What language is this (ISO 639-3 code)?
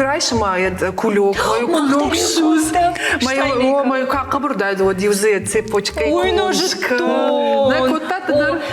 oss